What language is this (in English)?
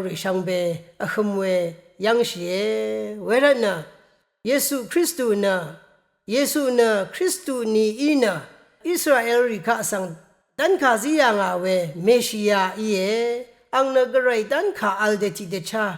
Rawang